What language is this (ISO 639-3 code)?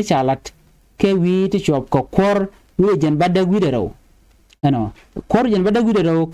nus